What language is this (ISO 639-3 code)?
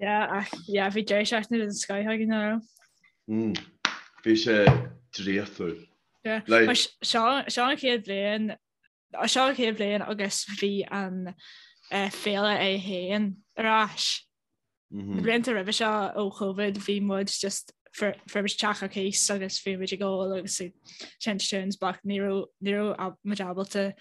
gle